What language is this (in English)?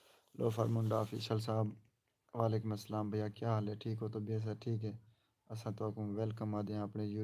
Saraiki